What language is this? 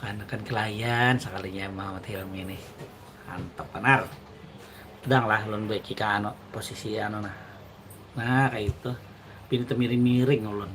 Banjar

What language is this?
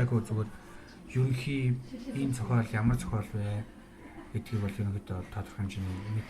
Mongolian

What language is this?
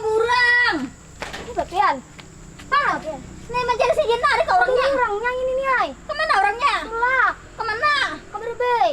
Banjar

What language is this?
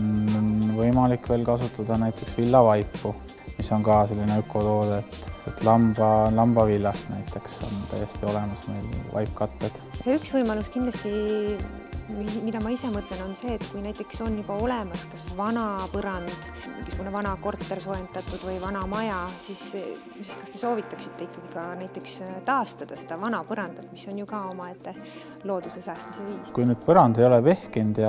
Estonian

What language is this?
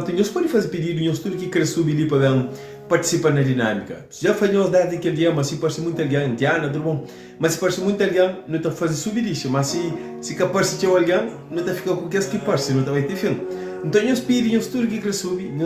Kabuverdianu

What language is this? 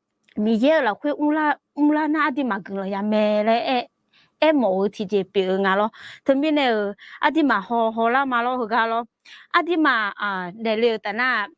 Akha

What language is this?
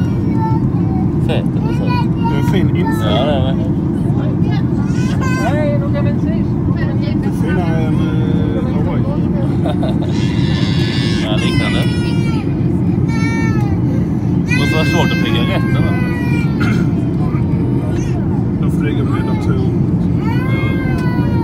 Swedish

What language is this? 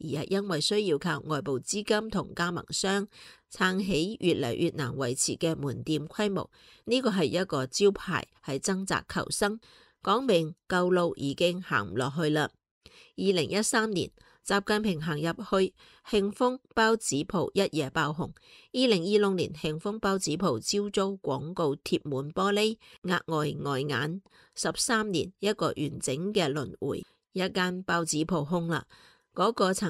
Cantonese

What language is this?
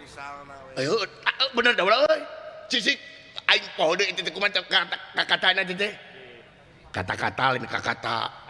Sundanese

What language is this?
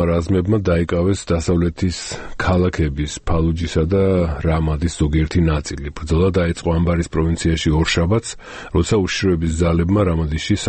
Georgian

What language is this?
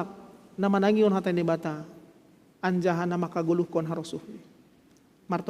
Batak Simalungun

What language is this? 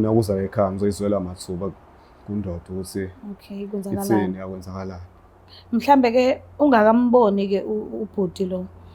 Zulu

